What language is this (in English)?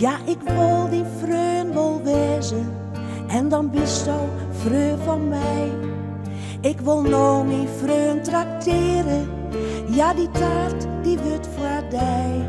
Western Frisian